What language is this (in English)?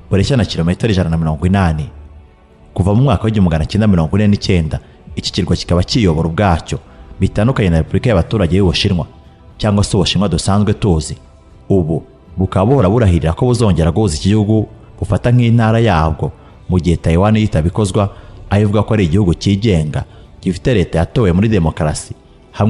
Kinyarwanda